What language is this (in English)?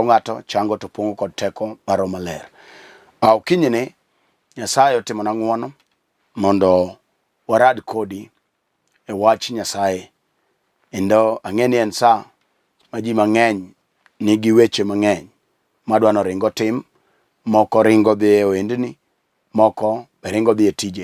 Luo (Kenya and Tanzania)